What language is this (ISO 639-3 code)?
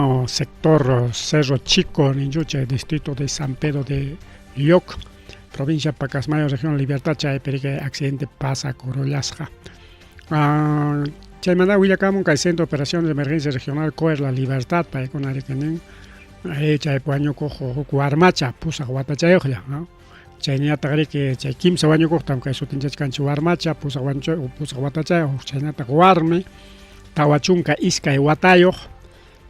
quy